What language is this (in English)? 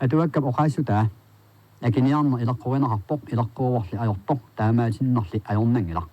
Kalaallisut